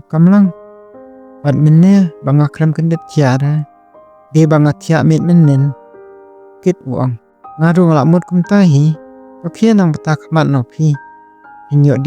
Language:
Khasi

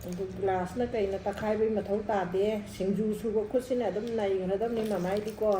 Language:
Manipuri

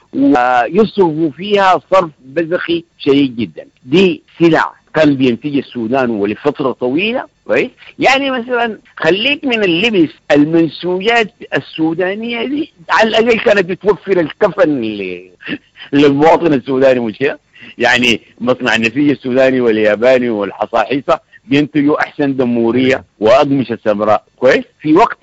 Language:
Sudanese Arabic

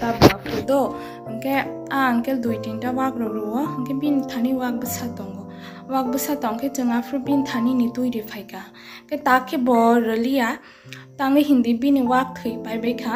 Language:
Kok Borok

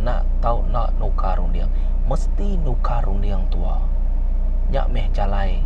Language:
Iban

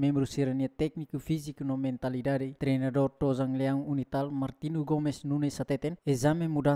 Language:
Tetum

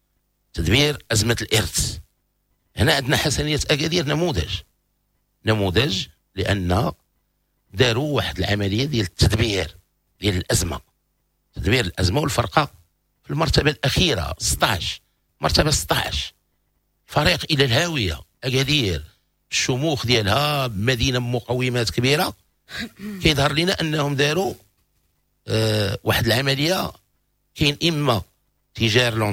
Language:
Moroccan Arabic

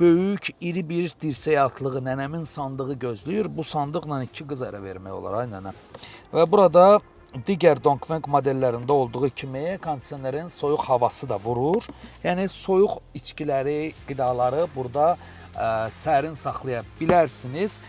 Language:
Azerbaijani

